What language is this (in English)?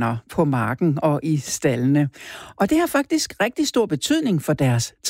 Danish